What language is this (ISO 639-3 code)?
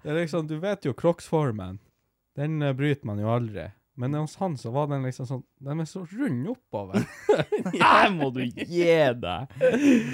nor